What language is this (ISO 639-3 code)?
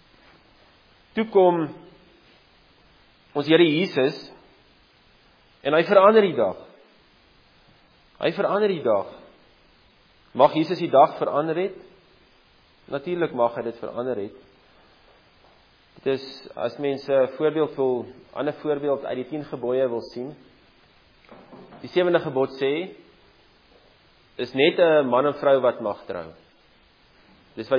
afr